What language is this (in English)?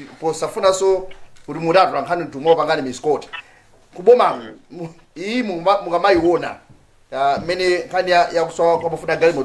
Nyanja